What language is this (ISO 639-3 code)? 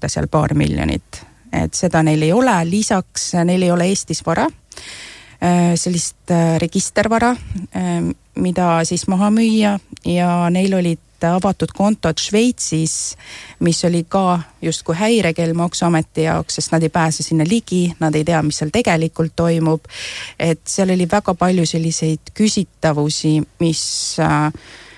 est